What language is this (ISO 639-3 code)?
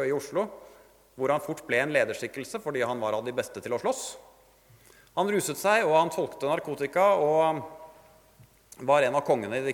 nor